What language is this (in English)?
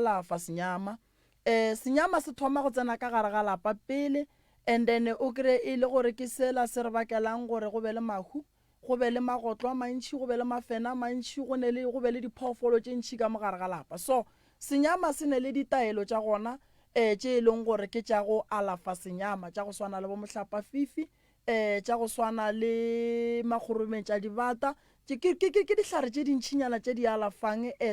Northern Sotho